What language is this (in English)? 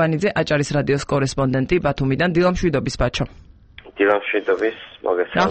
Georgian